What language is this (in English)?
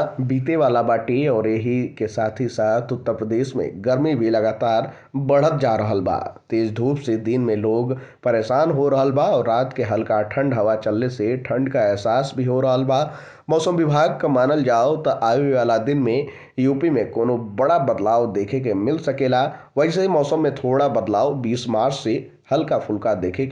Bhojpuri